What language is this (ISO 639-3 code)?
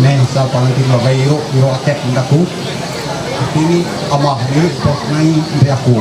mhy